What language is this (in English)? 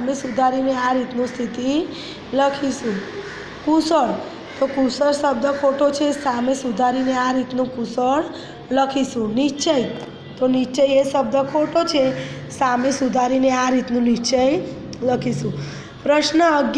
Gujarati